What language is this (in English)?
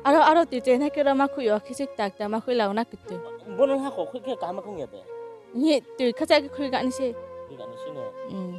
Riang (India)